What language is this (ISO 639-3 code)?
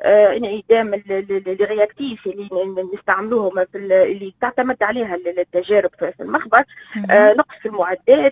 aeb